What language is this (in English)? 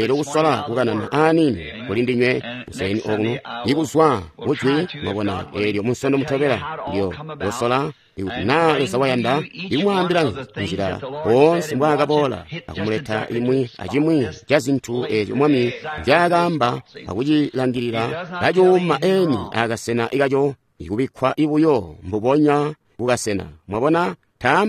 Tonga (Zambia)